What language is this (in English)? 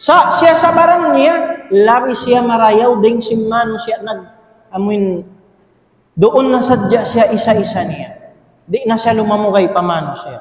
Tausug